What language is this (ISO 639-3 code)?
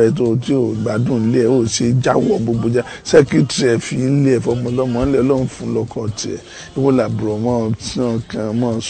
yor